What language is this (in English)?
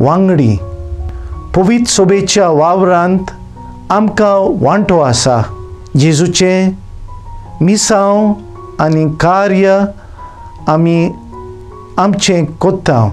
Konkani